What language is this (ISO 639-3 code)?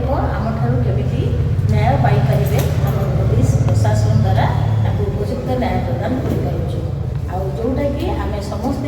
ori